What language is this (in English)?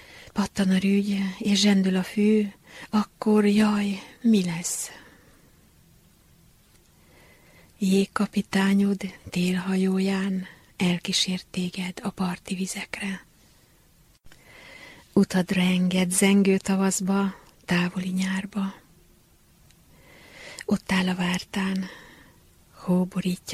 Hungarian